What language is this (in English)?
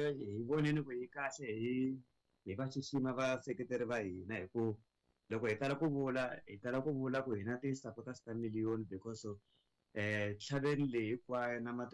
Tsonga